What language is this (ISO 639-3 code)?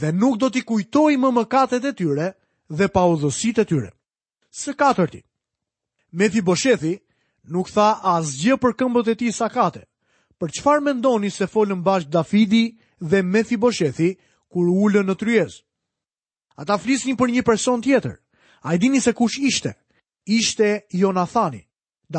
sqi